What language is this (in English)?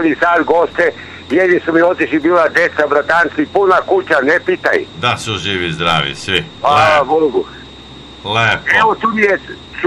Serbian